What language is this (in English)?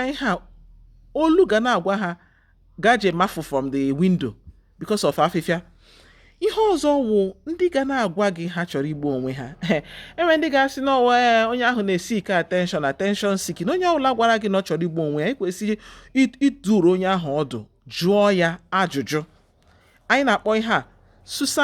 Igbo